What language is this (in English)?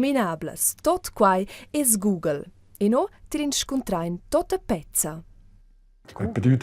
Romansh